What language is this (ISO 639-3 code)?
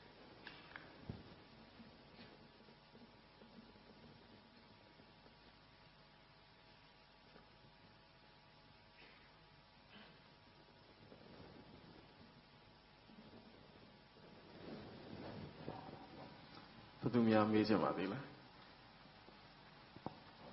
mya